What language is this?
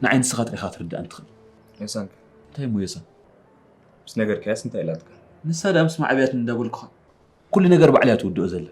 Tigrinya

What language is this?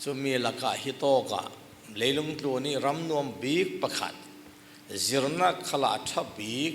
Falam Chin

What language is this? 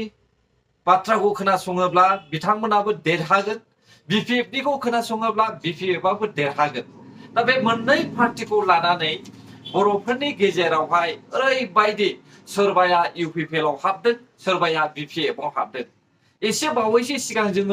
Bodo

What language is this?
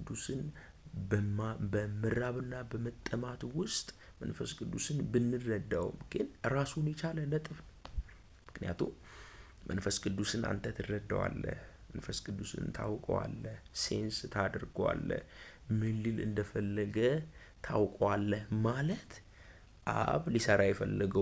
Amharic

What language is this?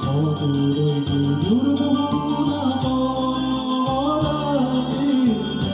Yakut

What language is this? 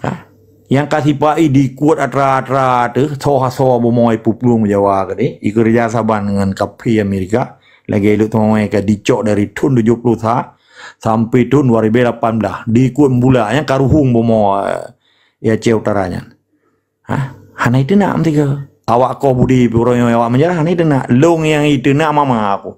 Achinese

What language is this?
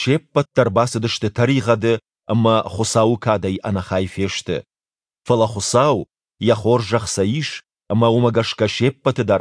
Ossetic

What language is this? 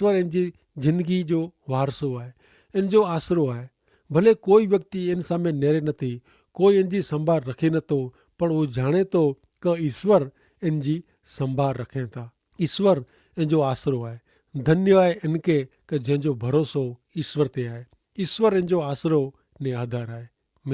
Kachhi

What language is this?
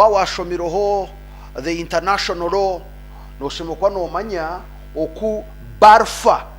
Nyankole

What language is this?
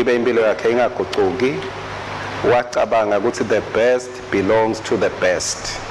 Swati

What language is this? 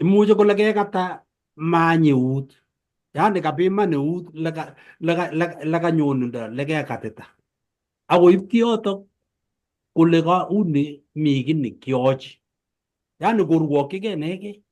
Kalenjin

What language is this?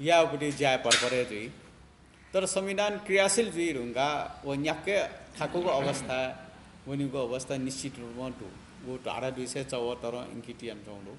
Newari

